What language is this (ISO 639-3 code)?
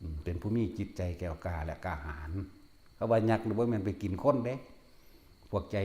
tts